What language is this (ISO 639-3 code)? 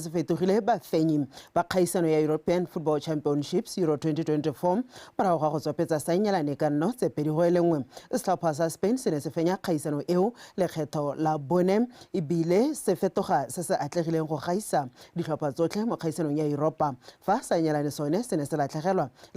tsn